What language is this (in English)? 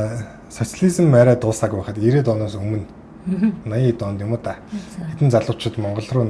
Mongolian